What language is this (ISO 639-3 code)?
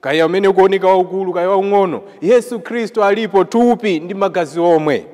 nya